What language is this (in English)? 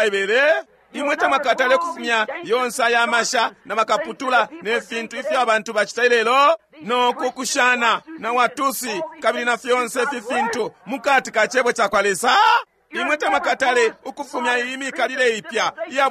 Bemba